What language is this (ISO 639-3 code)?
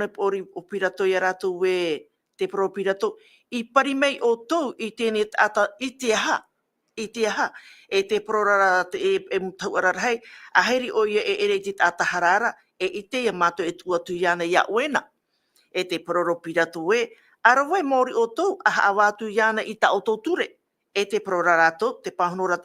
tah